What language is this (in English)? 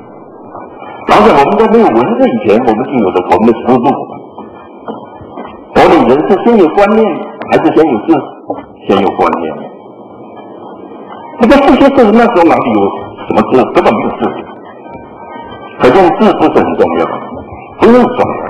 Chinese